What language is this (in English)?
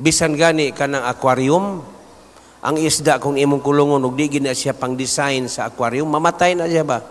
Cebuano